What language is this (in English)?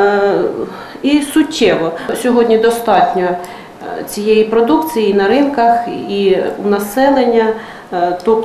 Ukrainian